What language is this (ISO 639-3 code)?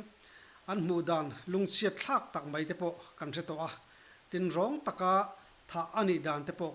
lus